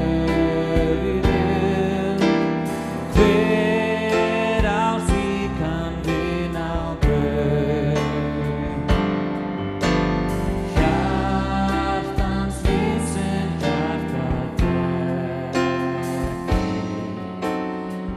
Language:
Icelandic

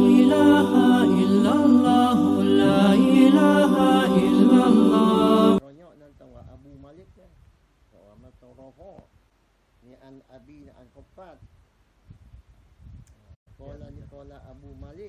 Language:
Malay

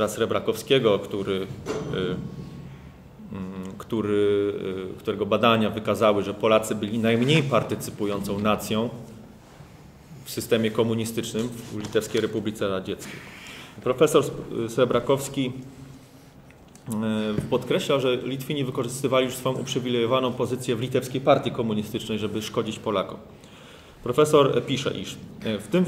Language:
Polish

